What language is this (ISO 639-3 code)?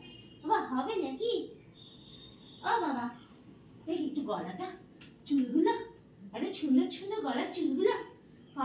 ben